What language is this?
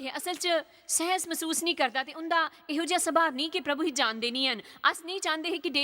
Dogri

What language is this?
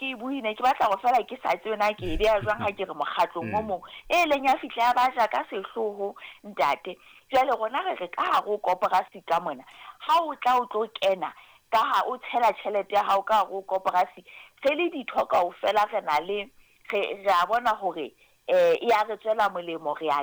Southern Sotho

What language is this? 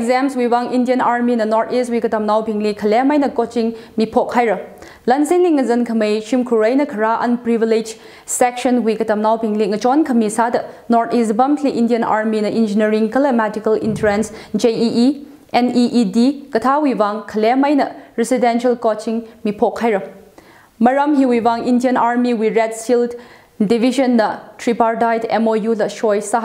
Tangkhul Naga (India)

